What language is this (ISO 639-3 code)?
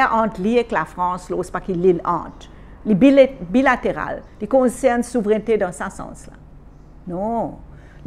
mfe